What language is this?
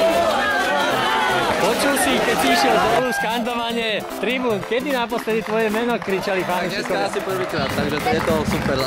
Slovak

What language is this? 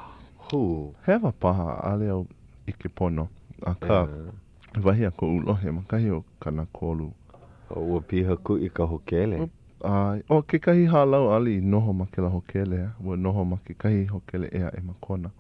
Hawaiian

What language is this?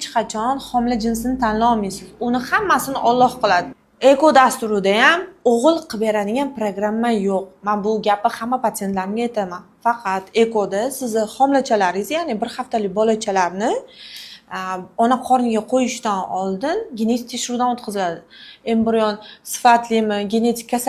Uzbek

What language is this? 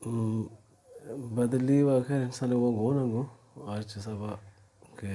Baluchi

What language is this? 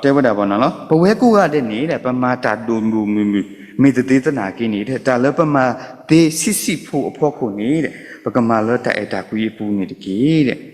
S'gaw Karen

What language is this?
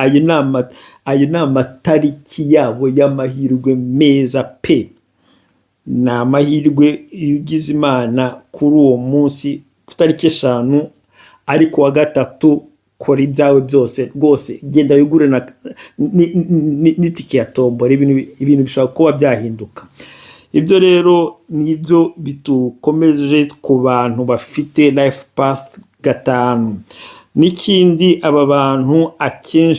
Kinyarwanda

